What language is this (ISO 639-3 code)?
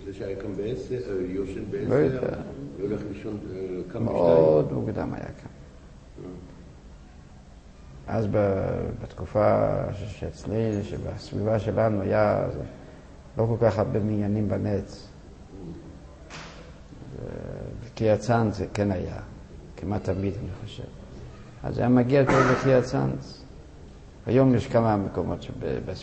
heb